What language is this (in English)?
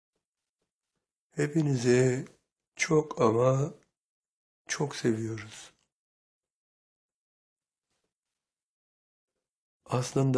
Turkish